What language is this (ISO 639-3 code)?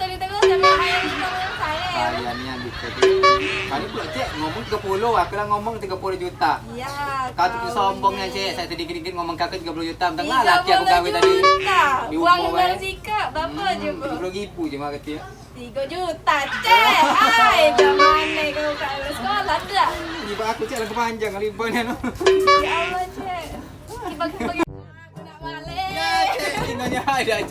mui